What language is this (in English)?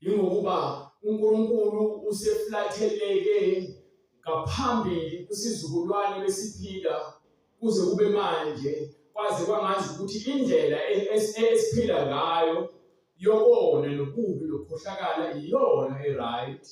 Zulu